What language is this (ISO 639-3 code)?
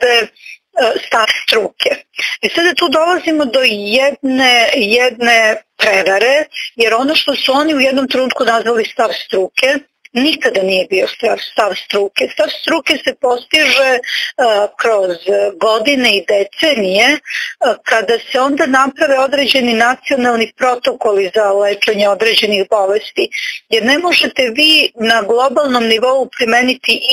srp